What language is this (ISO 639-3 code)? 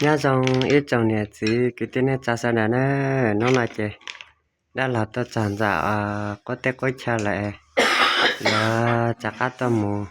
hmn